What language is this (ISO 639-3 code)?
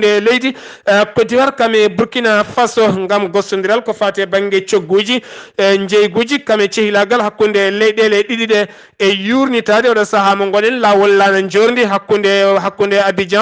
ful